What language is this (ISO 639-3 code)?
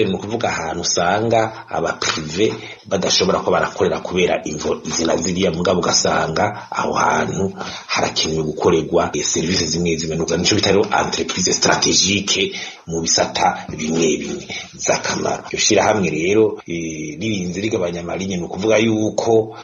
run